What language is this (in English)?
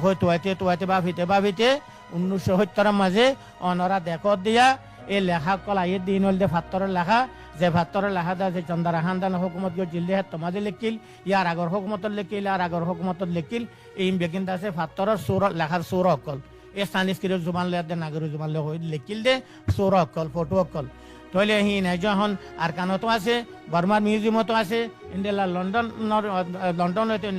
Rohingya